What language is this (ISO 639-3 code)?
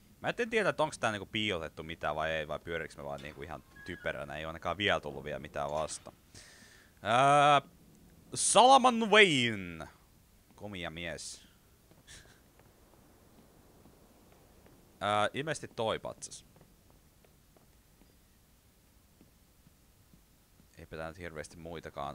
fin